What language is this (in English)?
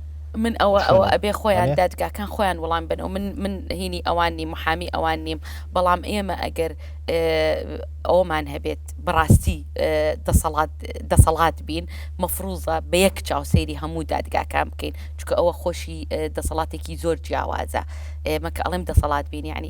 Central Kurdish